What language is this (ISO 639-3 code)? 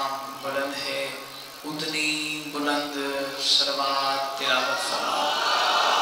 skr